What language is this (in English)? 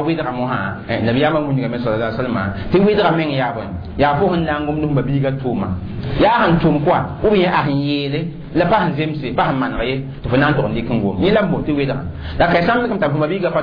Mossi